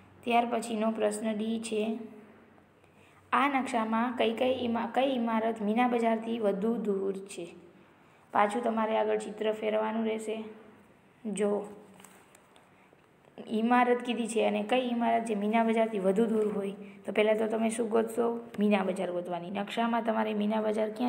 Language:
Gujarati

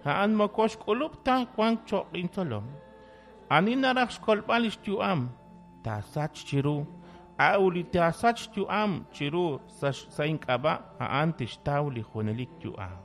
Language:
Kekchí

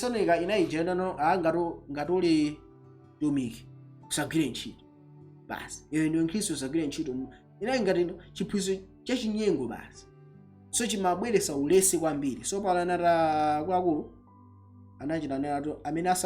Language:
Nyanja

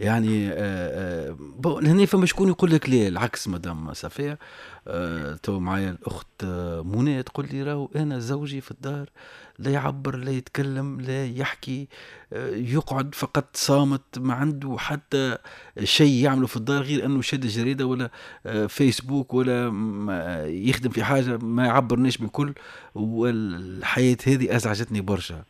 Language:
Tunisian Arabic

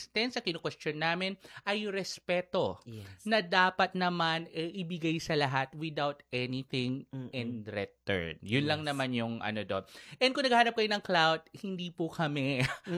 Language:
Filipino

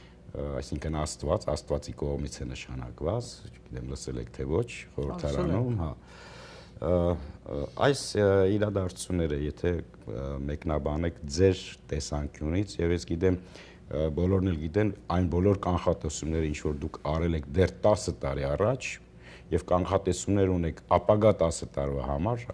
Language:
Armenian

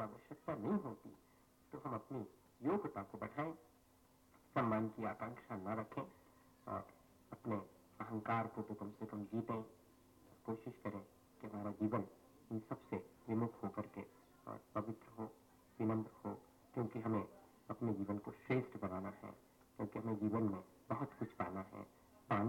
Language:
Hindi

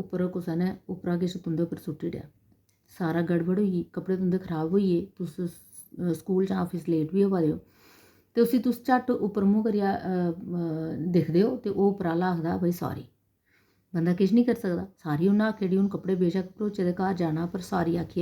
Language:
Dogri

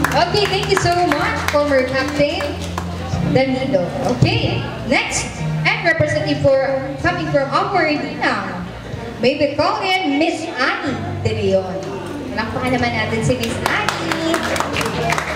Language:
Filipino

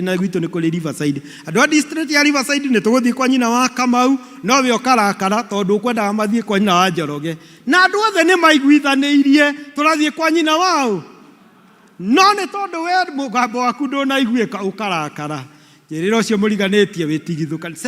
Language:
Kikuyu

